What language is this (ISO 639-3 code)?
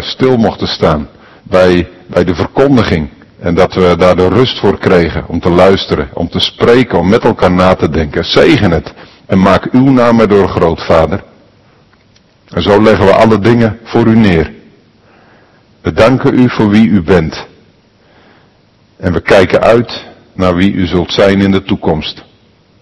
nld